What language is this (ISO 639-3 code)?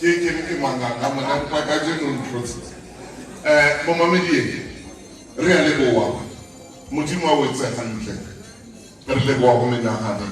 sot